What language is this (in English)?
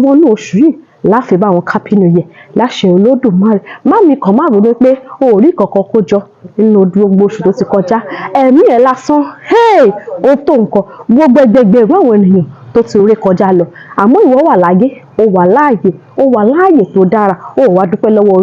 Yoruba